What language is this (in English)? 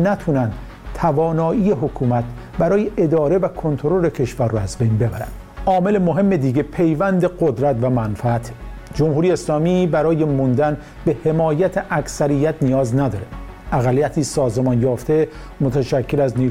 Persian